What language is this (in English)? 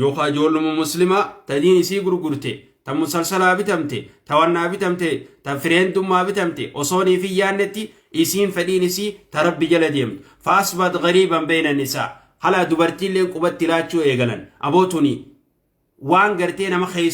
Oromo